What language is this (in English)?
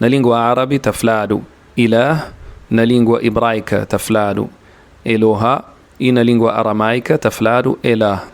Kabuverdianu